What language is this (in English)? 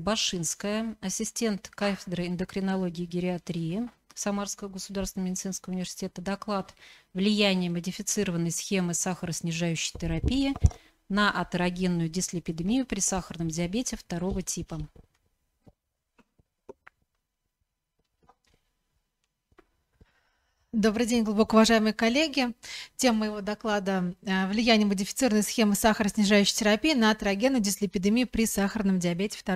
Russian